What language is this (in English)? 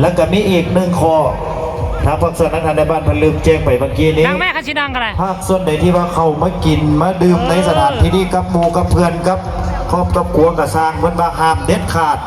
Northeastern Thai